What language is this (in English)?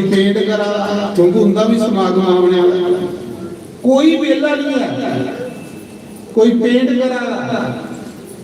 Dogri